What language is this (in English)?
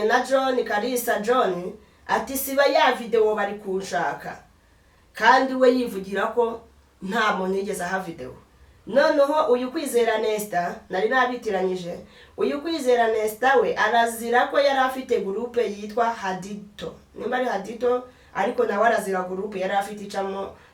Kinyarwanda